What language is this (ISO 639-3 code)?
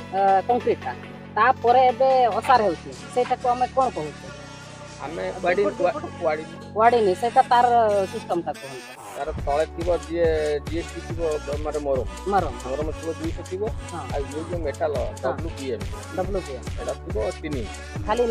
sat